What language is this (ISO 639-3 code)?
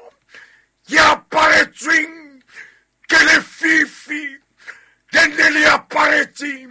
sot